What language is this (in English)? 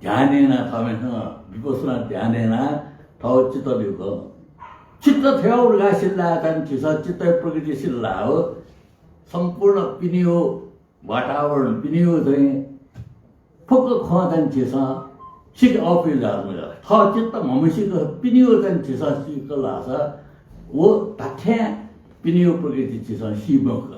Newari